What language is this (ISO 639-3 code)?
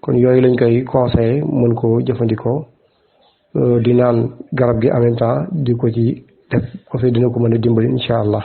wol